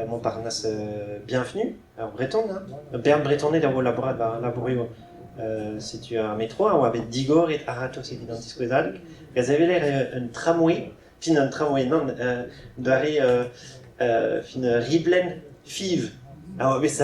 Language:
Breton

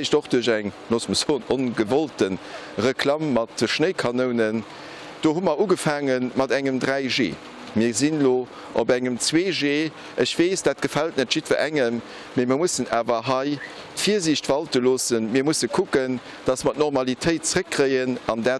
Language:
Luxembourgish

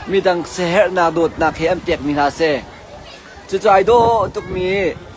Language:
Hakha Chin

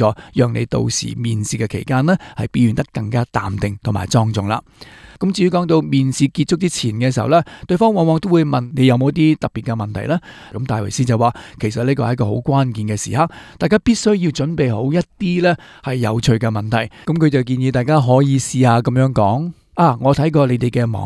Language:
Cantonese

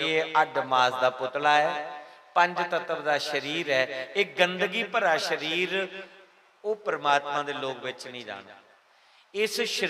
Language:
Dogri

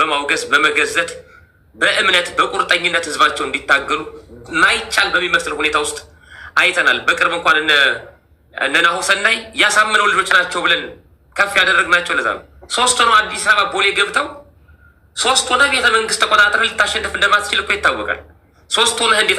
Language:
Amharic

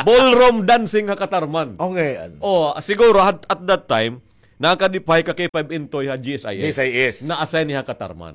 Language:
Waray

